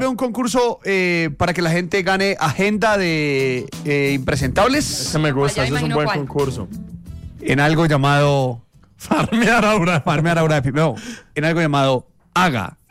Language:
Spanish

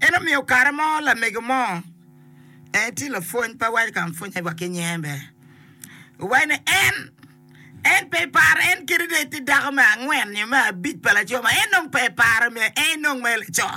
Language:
Acoli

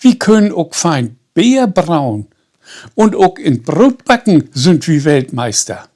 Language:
Low German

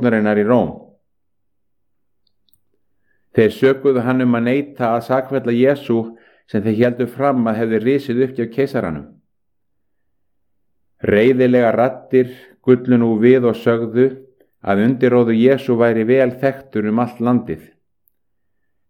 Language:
Icelandic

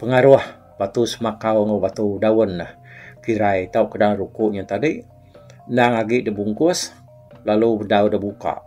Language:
Iban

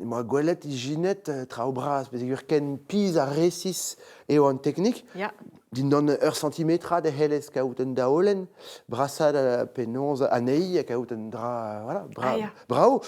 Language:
Breton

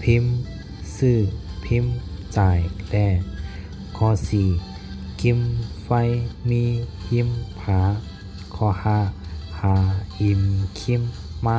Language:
Shan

